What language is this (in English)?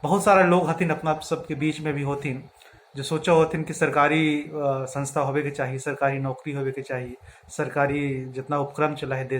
Magahi